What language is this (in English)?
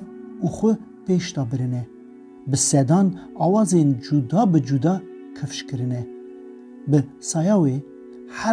Kurdish